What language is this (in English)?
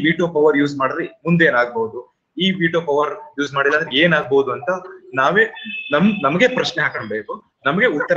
Kannada